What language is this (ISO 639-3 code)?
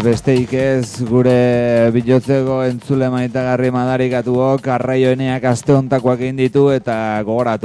eus